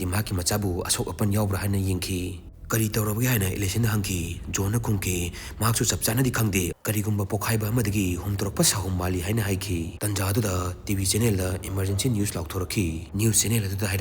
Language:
Manipuri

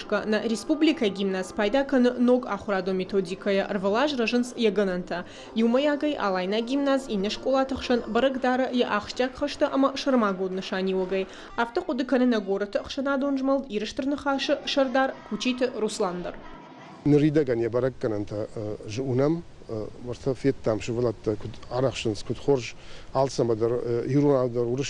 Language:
Ossetic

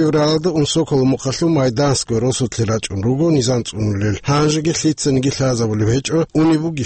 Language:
Avaric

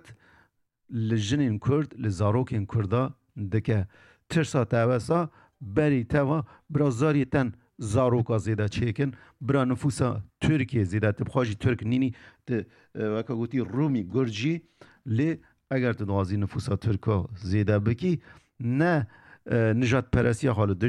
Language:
Kurdish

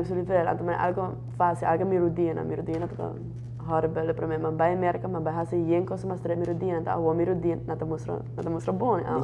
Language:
Papiamento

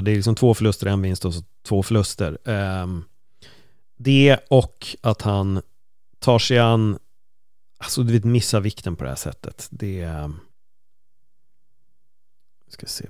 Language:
Swedish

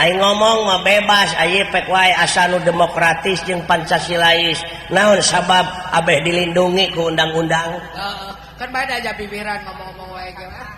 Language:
Sundanese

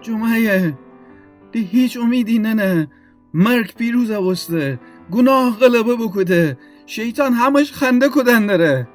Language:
Gilaki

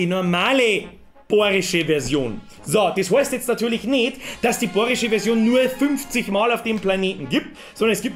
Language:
Bavarian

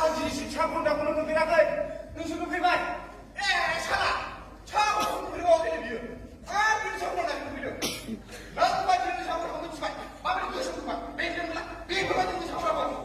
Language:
Bodo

